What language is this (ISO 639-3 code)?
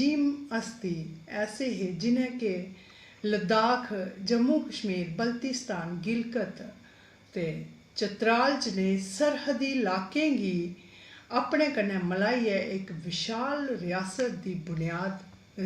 doi